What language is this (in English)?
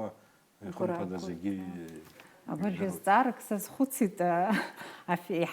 Abkhazian